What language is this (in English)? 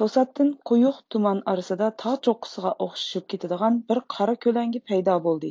Uyghur